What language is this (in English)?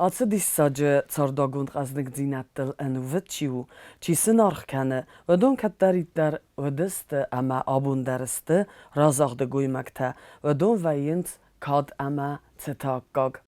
Ossetic